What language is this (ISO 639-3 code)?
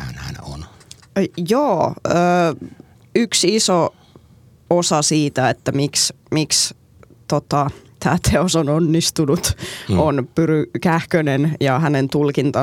fin